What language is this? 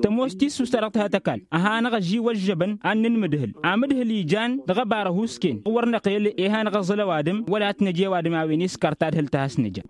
Tamasheq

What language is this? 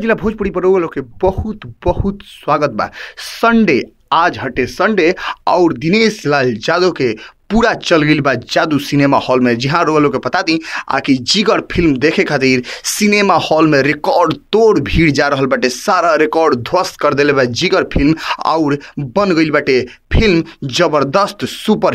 Bhojpuri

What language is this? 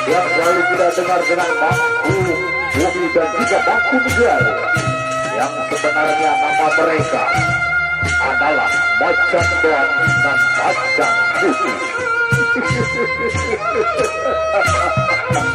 Sasak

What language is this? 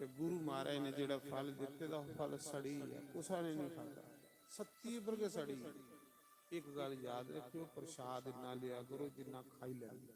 Dogri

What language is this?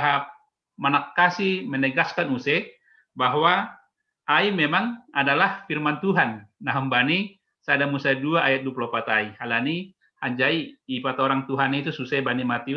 Batak Simalungun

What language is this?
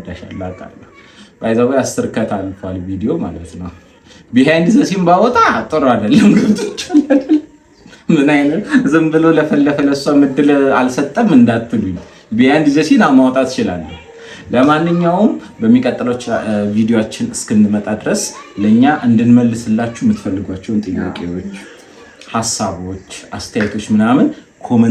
Amharic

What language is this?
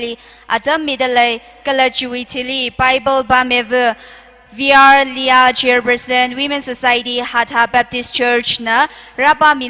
Tangkhul Naga (India)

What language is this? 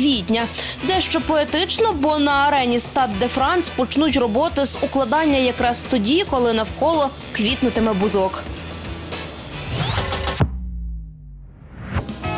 Ukrainian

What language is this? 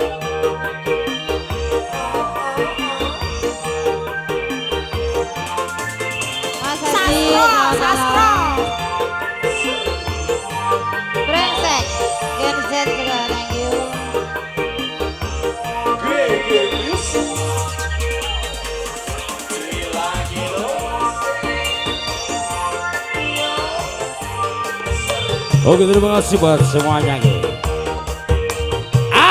Indonesian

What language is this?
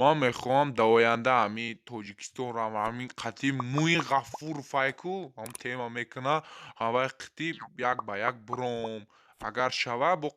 Tajik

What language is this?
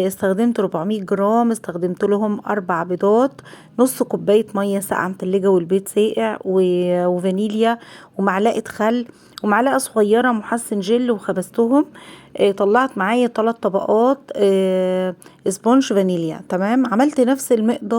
Egyptian Arabic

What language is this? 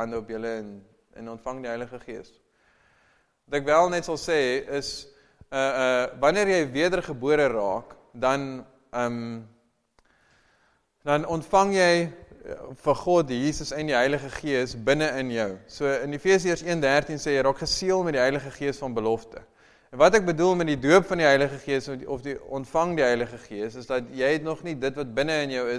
Afrikaans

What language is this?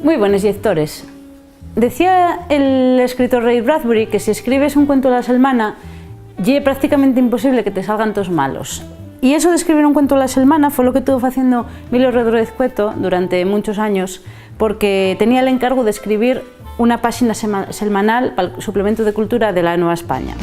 Asturian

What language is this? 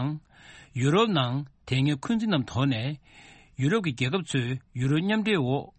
Tibetan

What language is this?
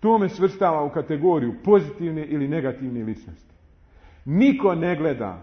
Bosnian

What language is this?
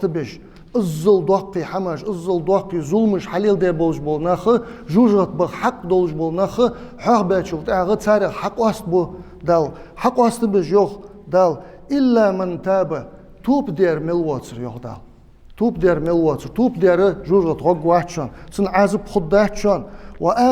Ingush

